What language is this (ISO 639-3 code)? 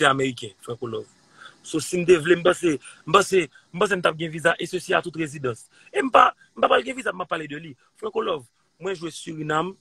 hat